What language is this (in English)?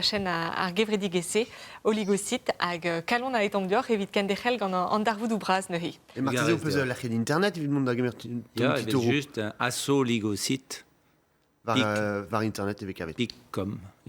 Breton